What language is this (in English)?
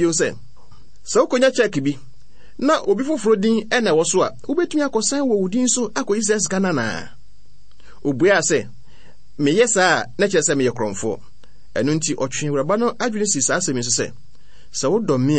Akan